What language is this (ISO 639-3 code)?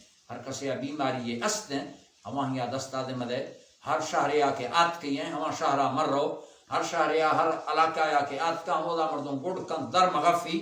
bal